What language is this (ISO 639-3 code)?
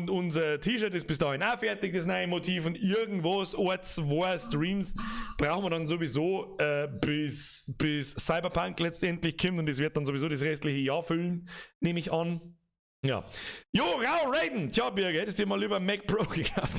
bar